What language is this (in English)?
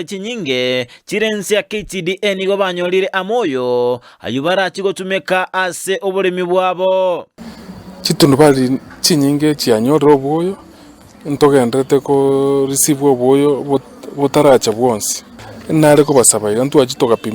Gusii